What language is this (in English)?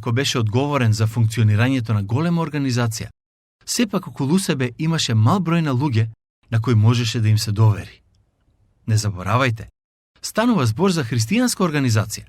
Macedonian